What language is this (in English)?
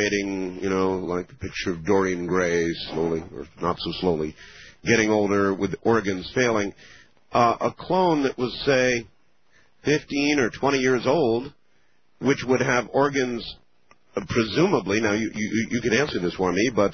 English